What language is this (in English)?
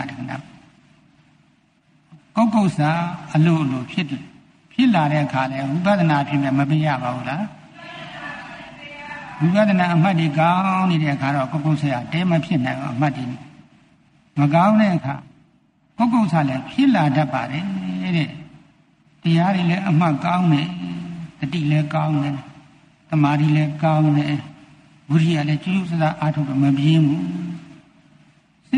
Burmese